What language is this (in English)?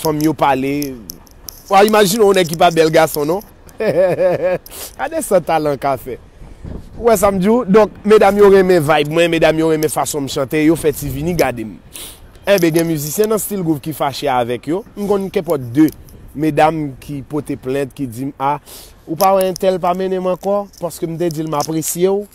Haitian Creole